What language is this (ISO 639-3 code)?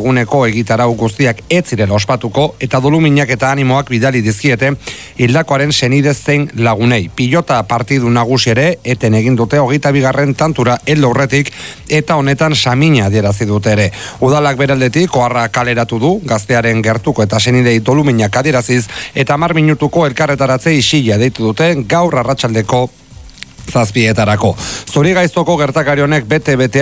eus